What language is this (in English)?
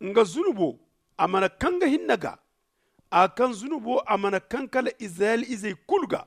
Zarma